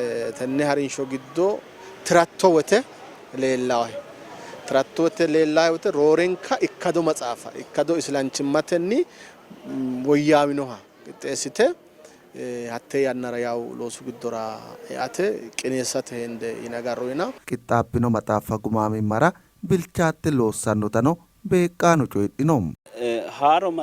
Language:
Sidamo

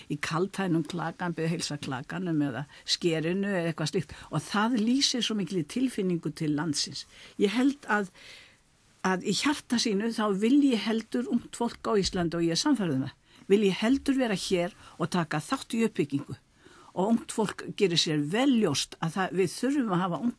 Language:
Icelandic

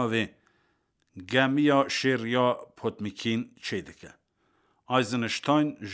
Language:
Kurdish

